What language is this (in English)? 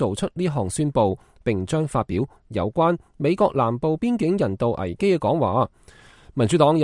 Cantonese